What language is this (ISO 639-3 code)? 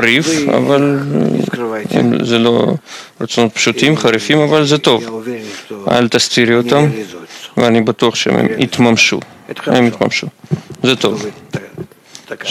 heb